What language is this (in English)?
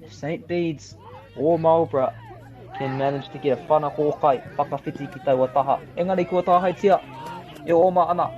Māori